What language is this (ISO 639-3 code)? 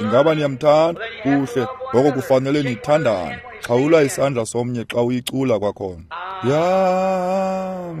xho